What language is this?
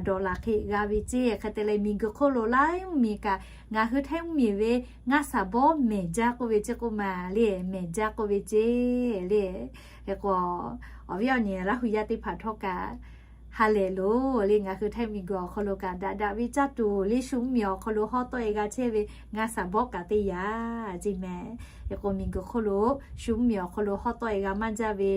Lahu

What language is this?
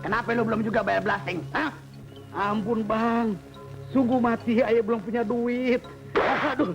Betawi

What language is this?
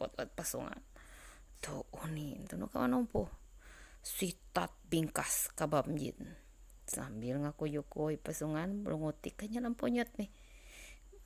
Ma'anyan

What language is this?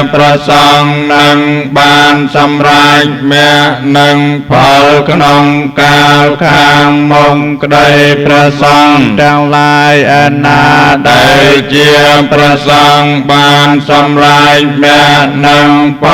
Khmer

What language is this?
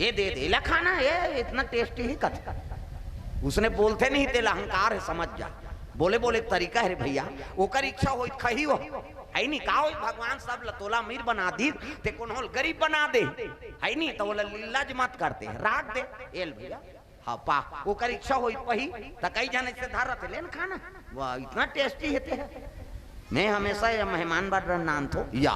Chhattisgarhi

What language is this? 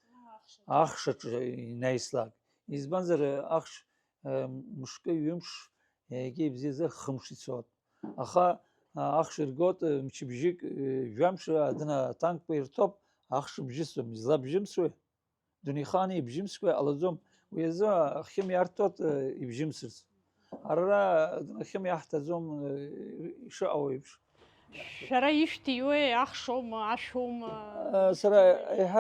Abkhazian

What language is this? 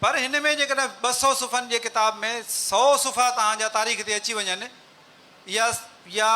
Sindhi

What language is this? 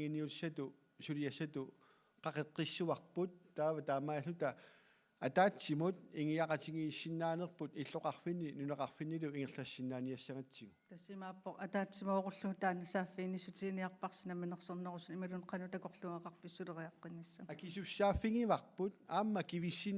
Kalaallisut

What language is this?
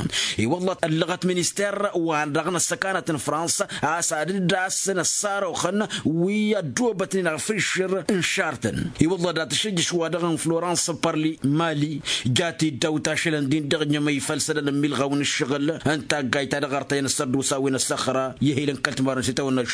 Tamasheq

